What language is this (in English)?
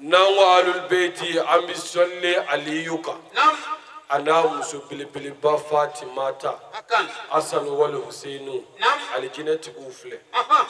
Bambara